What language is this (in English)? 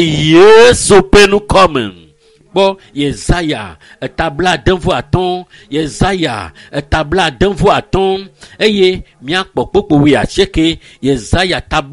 Ewe